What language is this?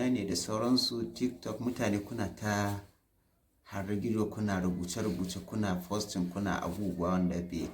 Hausa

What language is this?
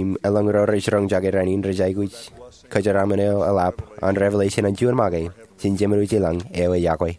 Marshallese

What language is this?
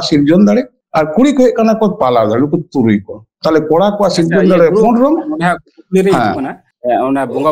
Santali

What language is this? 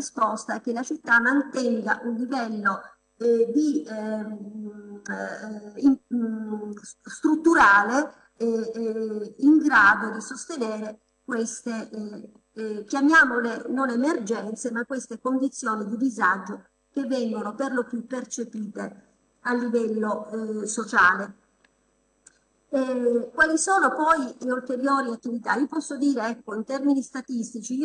Italian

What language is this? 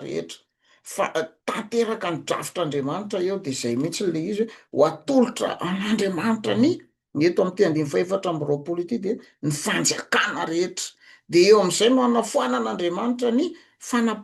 Malagasy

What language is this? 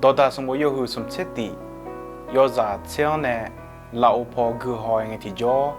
Akha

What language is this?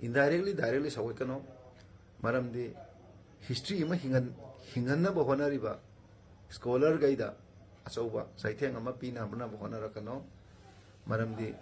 Manipuri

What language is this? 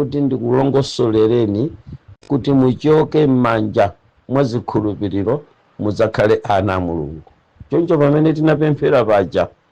Nyanja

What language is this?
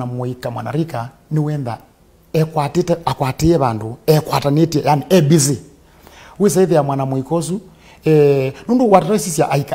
Kamba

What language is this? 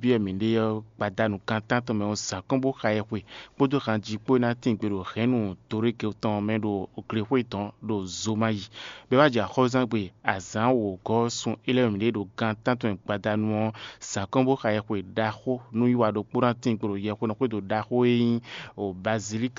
Fon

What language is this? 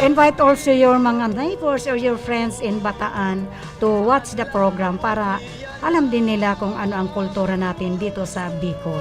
Bikol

